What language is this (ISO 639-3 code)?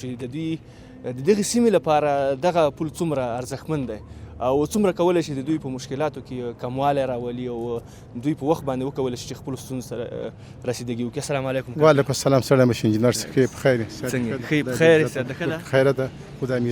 pus